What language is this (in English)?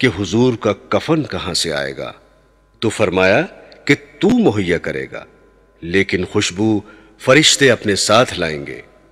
Urdu